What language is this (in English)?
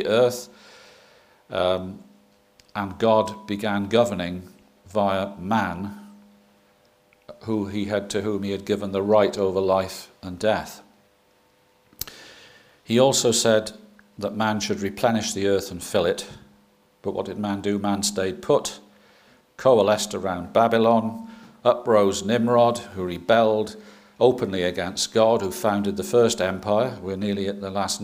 English